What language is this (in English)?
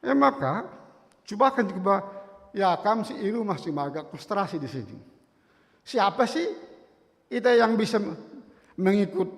Batak Karo